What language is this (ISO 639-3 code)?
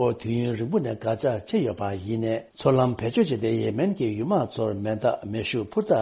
bod